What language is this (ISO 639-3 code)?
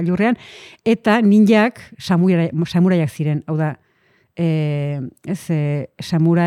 eus